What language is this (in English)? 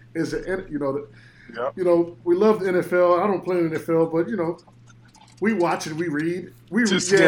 English